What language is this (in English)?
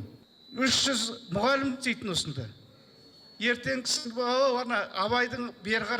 Kazakh